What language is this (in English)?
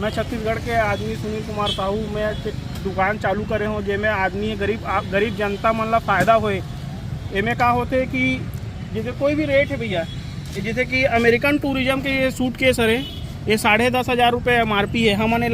Chhattisgarhi